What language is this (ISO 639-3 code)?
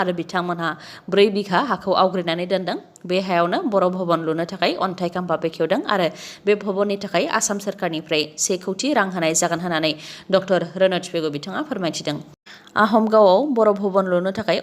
brx